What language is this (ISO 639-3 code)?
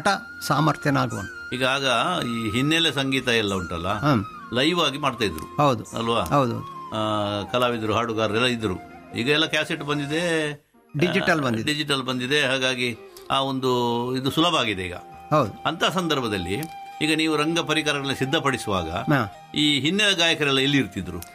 kan